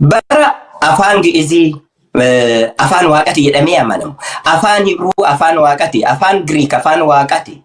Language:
Oromo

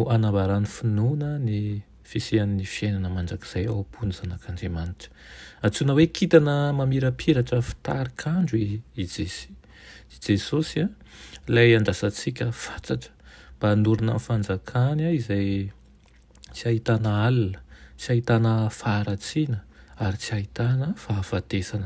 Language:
Malagasy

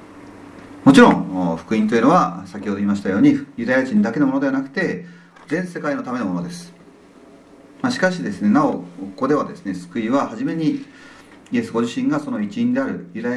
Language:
Japanese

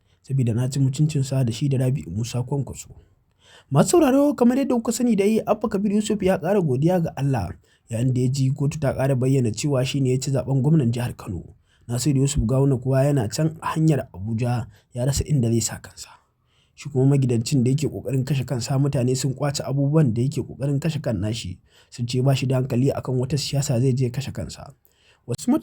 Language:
Hausa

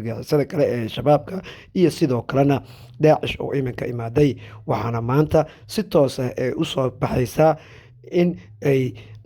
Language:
Somali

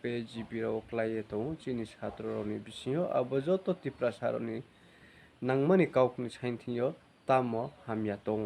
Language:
Riang (India)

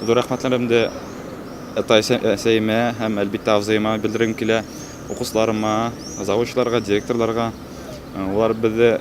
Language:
Bashkir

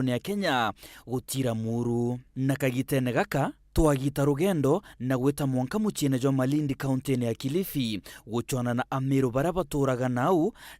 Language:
Meru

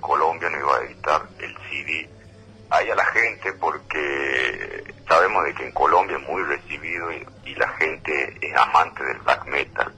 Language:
Spanish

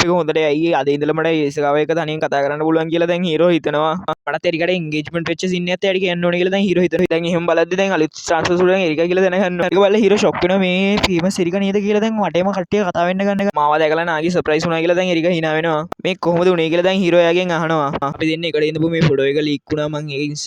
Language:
Sinhala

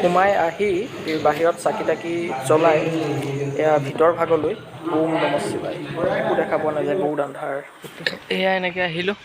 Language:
Assamese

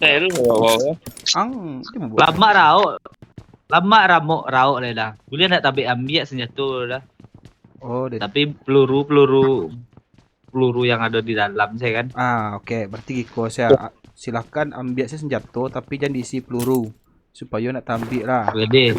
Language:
Minangkabau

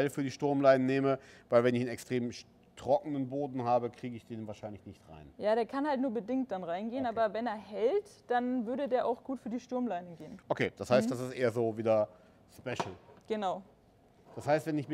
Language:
German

